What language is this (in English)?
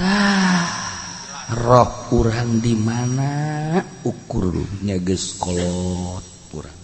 Sundanese